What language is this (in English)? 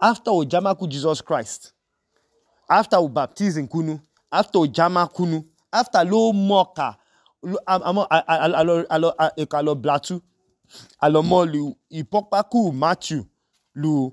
Idoma